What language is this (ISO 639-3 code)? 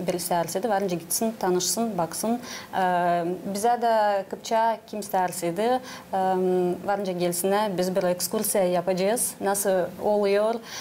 gag